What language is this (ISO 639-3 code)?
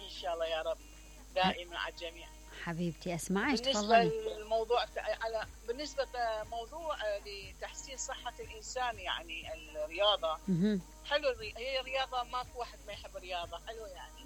acm